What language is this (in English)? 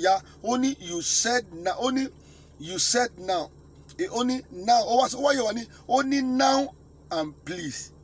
Yoruba